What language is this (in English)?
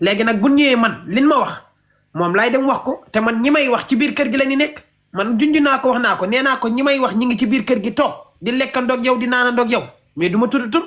Wolof